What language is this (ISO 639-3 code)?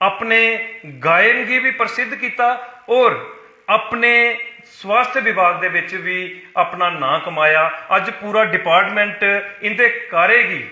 doi